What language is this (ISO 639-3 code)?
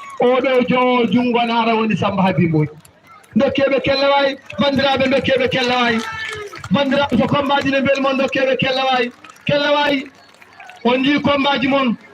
ful